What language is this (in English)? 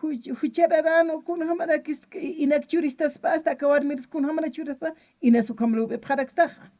Aymara